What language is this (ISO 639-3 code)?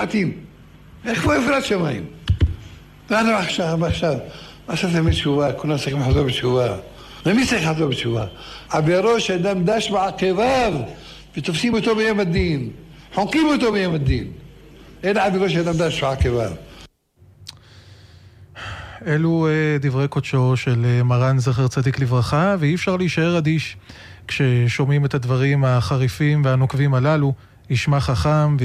heb